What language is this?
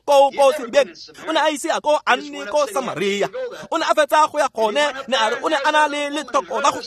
Tswana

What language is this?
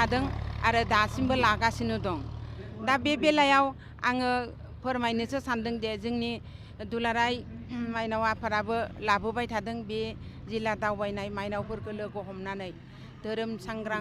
Bodo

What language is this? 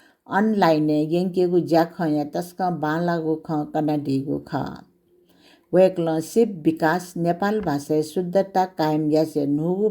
Newari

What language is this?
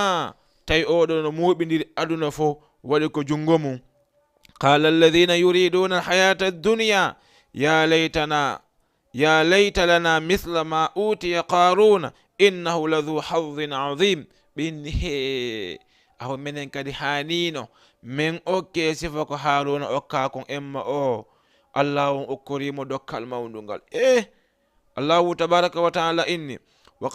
Fula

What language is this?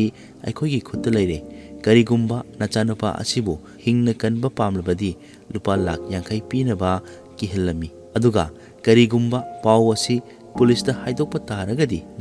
Manipuri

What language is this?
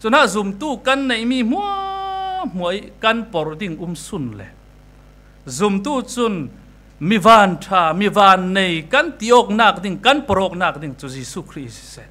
Falam Chin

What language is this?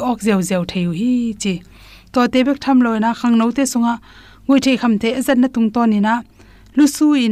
Tedim Chin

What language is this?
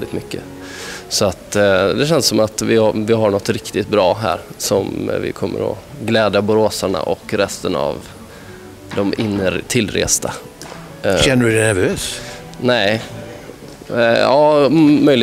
Swedish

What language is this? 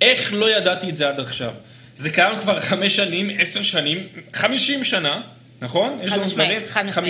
Hebrew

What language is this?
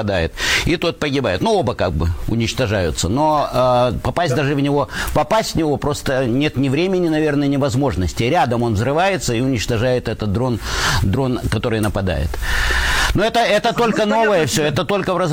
Russian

